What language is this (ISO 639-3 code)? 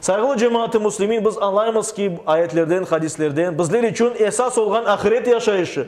crh